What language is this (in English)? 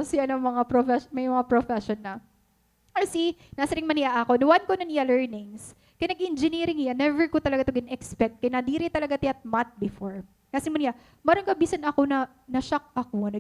Waray